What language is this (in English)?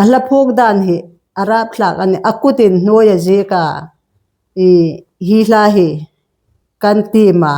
Hmar